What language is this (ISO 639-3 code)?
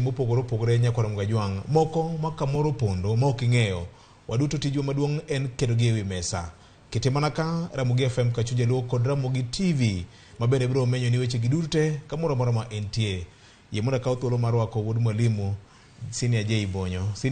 luo